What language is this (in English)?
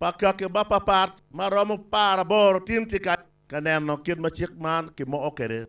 Acoli